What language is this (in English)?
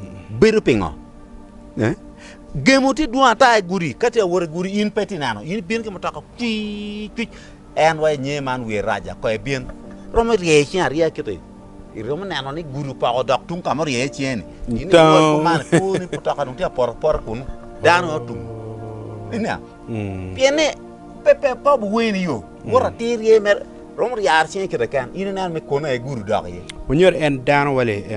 Acoli